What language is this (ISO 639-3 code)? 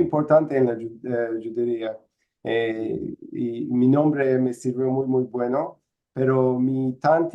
lad